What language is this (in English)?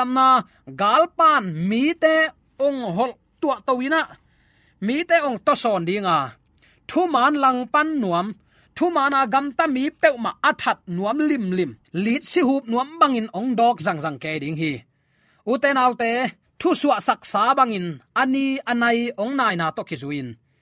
Tedim Chin